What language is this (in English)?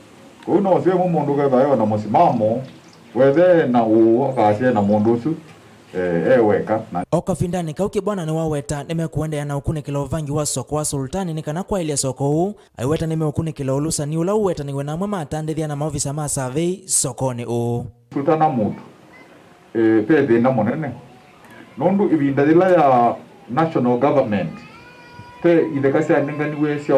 Kamba